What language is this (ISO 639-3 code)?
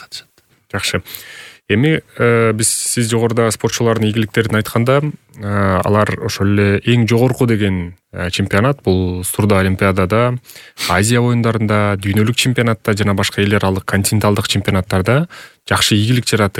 kir